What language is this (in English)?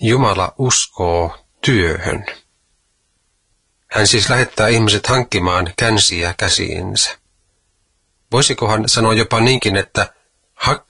Finnish